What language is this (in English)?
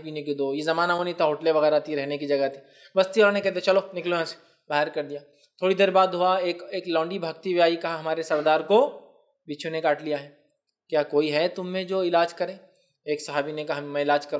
Urdu